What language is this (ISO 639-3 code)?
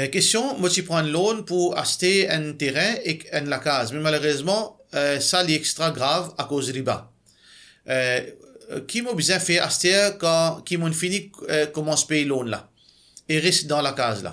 mfe